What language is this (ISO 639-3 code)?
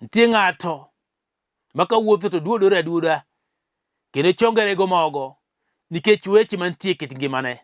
luo